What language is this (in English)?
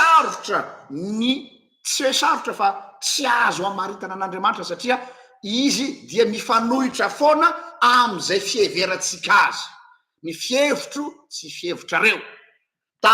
Malagasy